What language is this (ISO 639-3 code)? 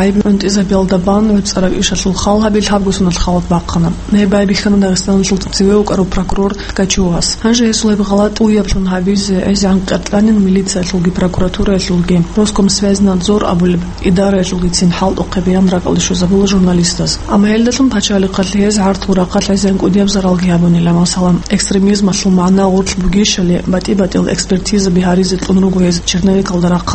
ava